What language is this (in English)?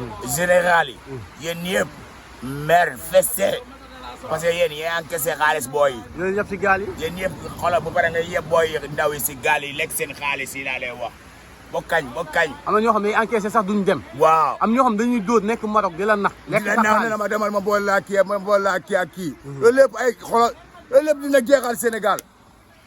Wolof